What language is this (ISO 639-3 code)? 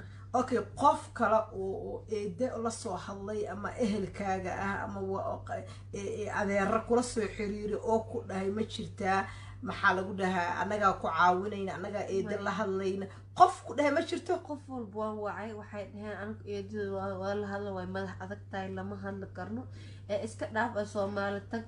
som